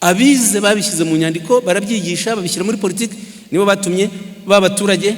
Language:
Kinyarwanda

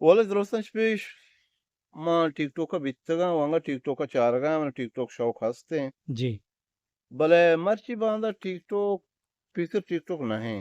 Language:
Eastern Balochi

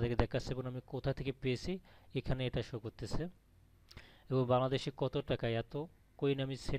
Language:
Bangla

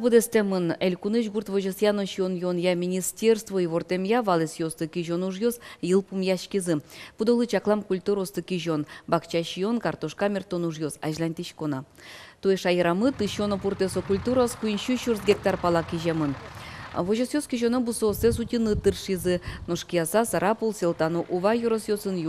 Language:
Udmurt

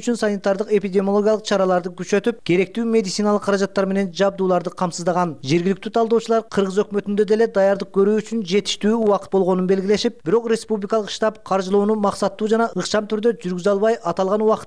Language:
Kyrgyz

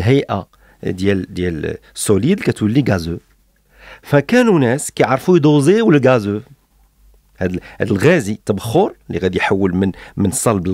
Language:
Moroccan Arabic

